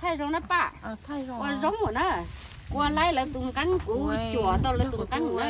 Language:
Hmong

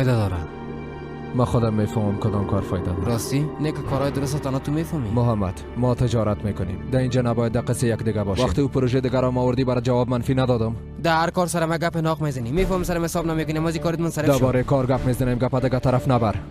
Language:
Persian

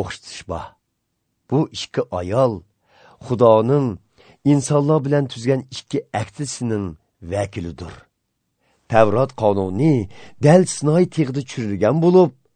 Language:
Uyghur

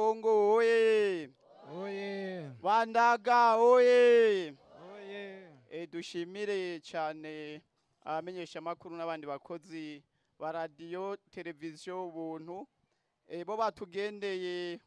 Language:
Rundi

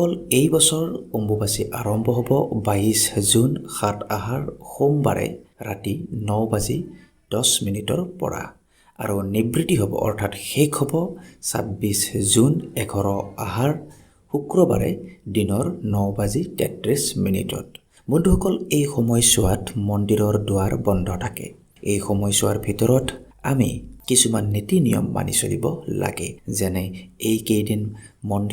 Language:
Assamese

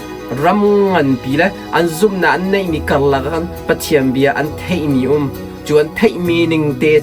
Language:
Hakha Chin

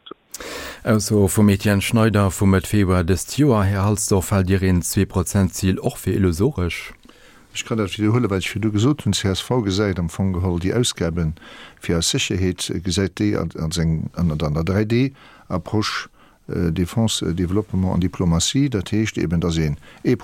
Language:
Luxembourgish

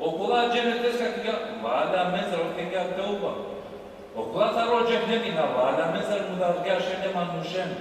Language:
Balkan Romani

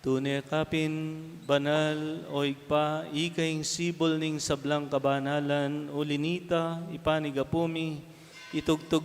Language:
Pampanga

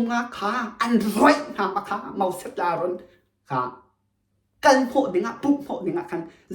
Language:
Hakha Chin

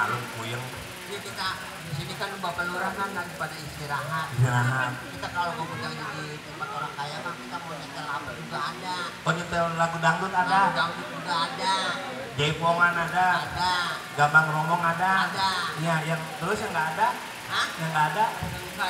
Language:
Betawi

